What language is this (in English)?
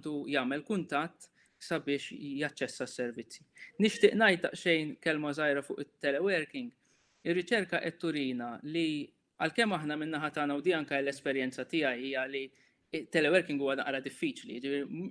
Maltese